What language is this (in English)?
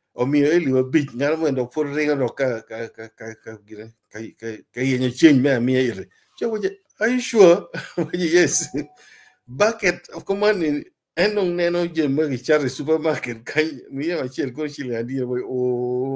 Acoli